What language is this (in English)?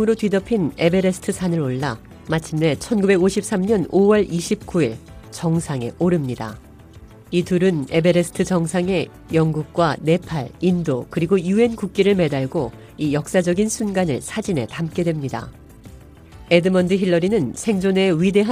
Korean